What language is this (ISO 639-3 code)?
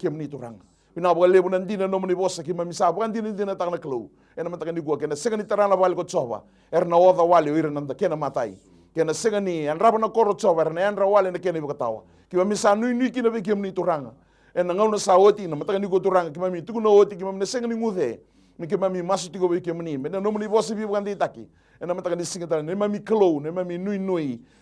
fij